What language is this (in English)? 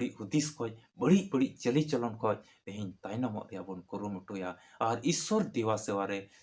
Santali